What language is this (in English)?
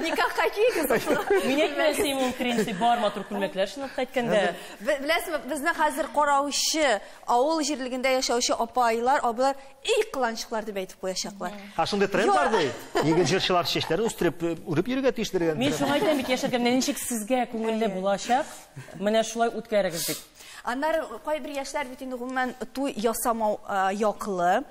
Tatar